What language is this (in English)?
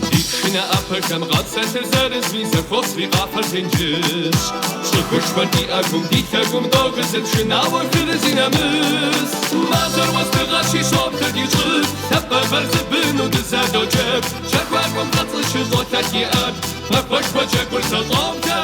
Kabardian